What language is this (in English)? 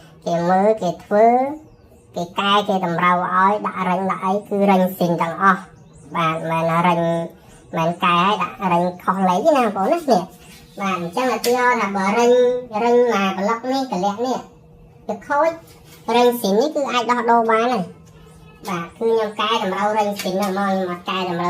Khmer